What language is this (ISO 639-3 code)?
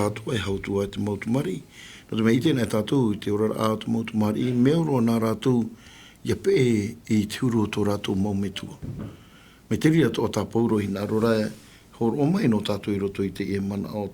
tah